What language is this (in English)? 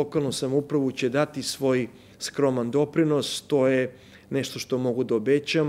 Serbian